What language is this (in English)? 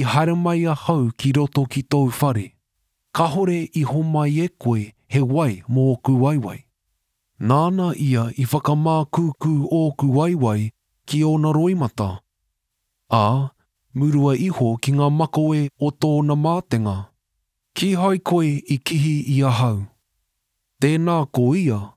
Māori